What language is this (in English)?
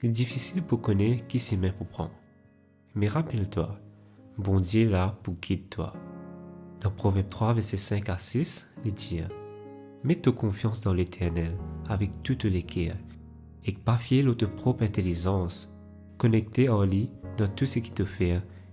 Morisyen